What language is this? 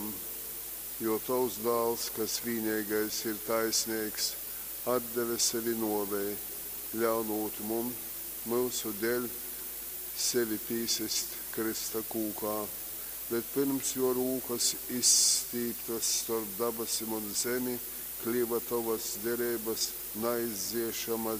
Latgalian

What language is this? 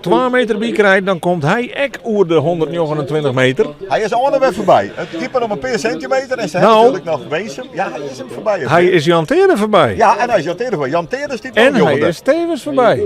Western Frisian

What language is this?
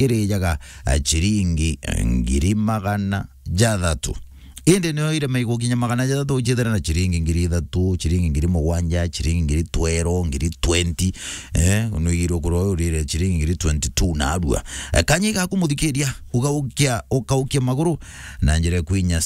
Meru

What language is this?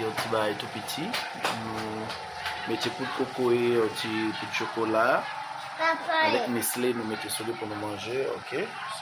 Haitian Creole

